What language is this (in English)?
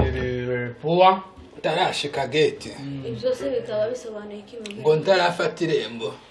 Kinyarwanda